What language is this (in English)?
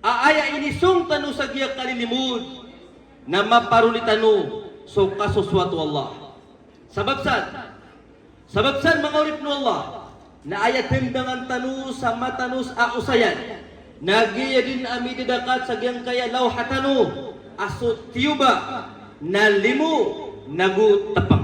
Maranao